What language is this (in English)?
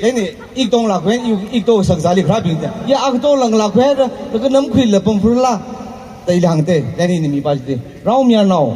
Tangkhul Naga (India)